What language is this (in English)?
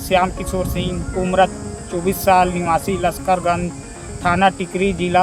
Chhattisgarhi